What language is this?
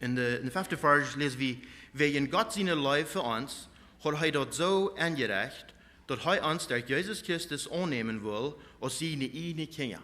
Plautdietsch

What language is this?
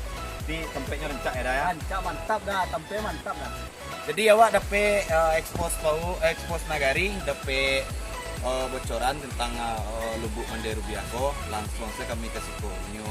Minangkabau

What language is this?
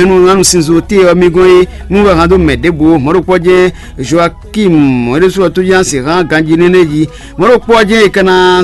Fon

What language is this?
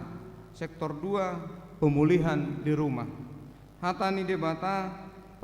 Batak Toba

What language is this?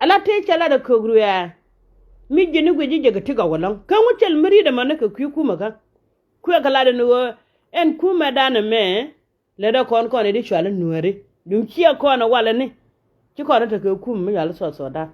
Nuer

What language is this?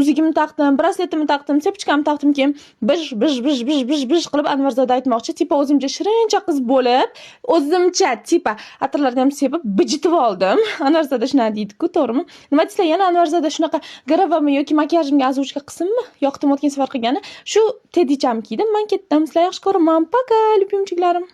Uzbek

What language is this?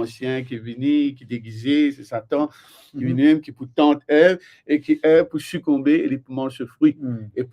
Morisyen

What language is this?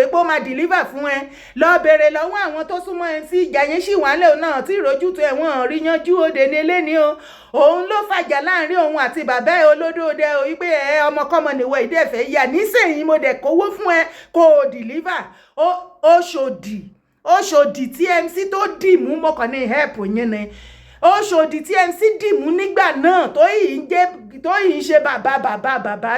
Yoruba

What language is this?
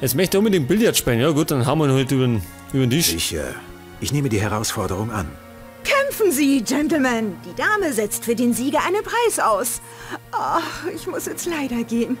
Bavarian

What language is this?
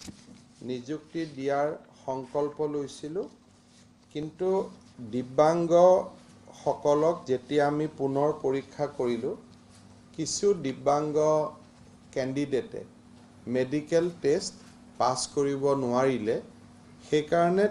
Assamese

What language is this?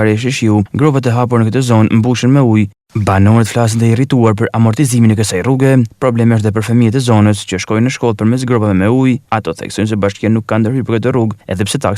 Albanian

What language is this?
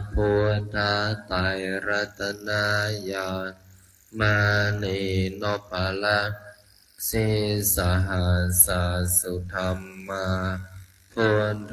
Pali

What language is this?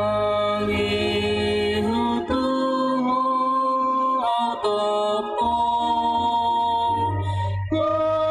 Batak Toba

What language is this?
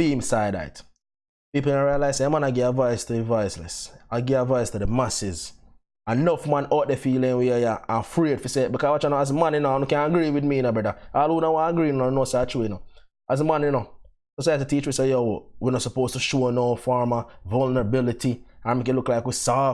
Jamaican Creole English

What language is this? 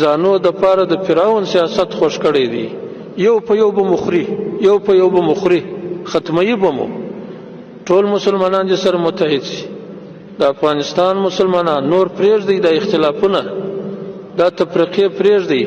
Pashto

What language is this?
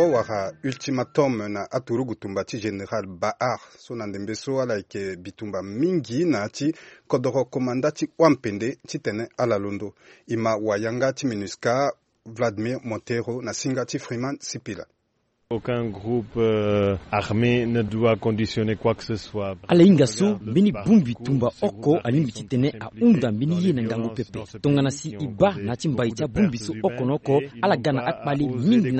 Sango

